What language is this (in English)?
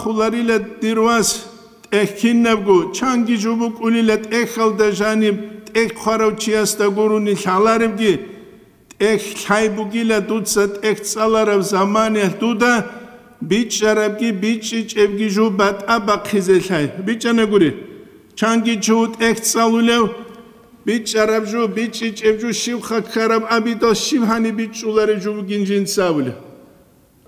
Avaric